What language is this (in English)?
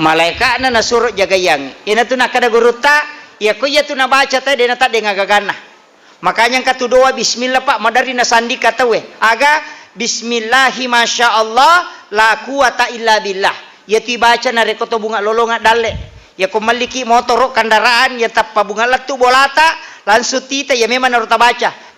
Buginese